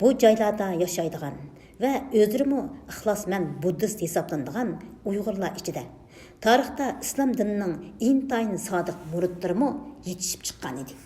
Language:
Uyghur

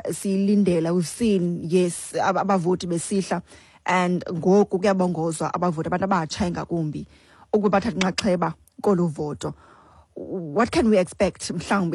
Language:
Xhosa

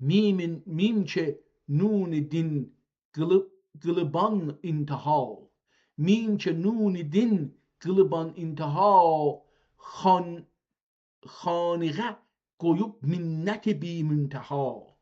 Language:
South Azerbaijani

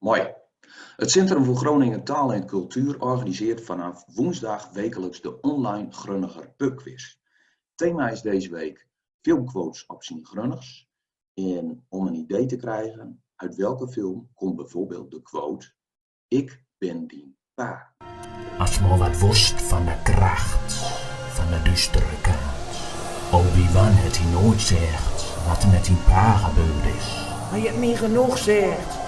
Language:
Gronings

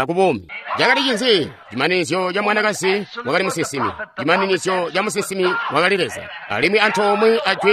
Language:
Tonga (Zambia)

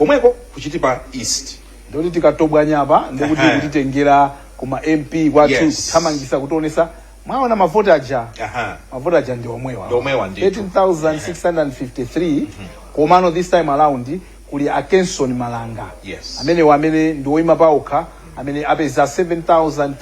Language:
Nyanja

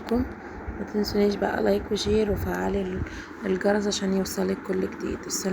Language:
Egyptian Arabic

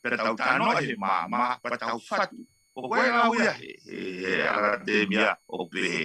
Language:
Tongan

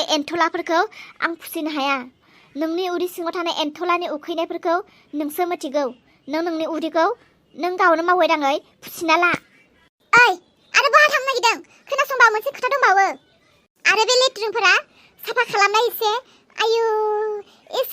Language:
Bodo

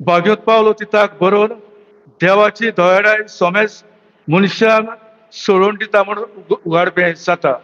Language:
Konkani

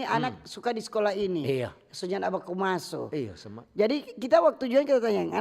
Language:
Manado Malay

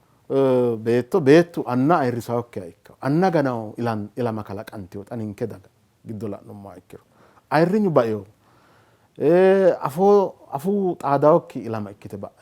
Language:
Sidamo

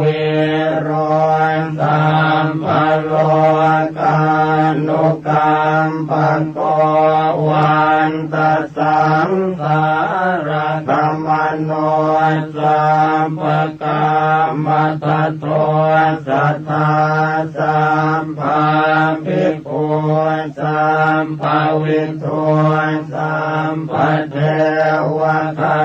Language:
Pali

